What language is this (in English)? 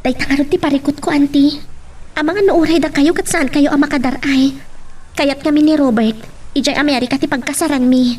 Iloko